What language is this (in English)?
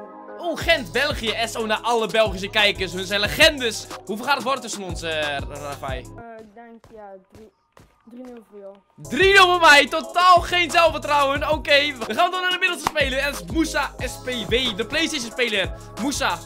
Dutch